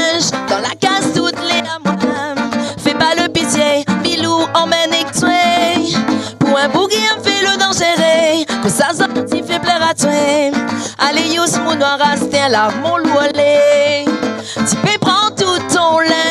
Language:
Réunion Creole French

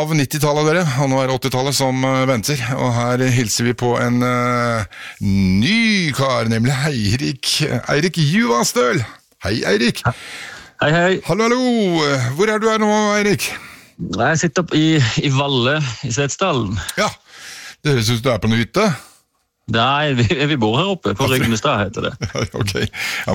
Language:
Norwegian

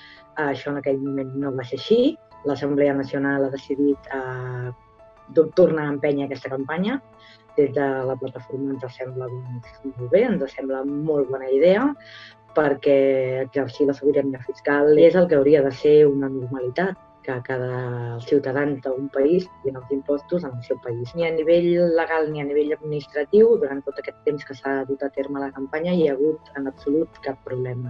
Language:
Catalan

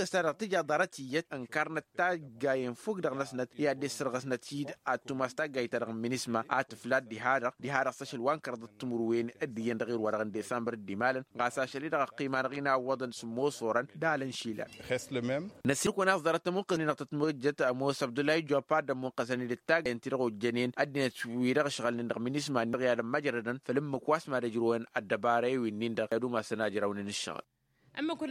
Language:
Tamasheq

